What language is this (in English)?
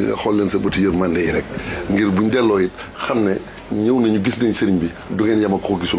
Wolof